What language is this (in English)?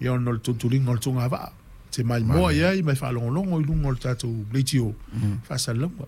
Samoan